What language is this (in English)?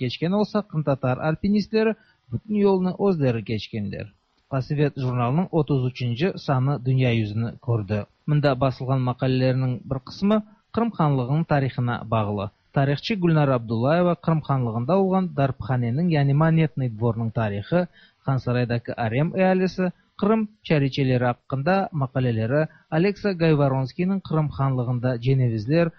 Tatar